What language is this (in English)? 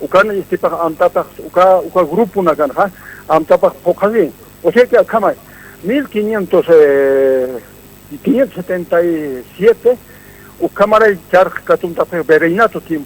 Aymara